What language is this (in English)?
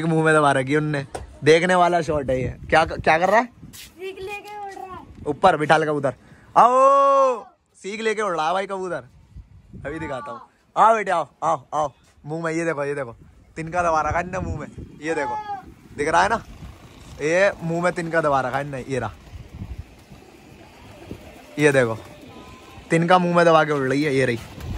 Hindi